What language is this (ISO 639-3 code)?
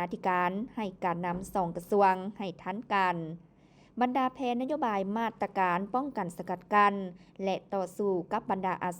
lao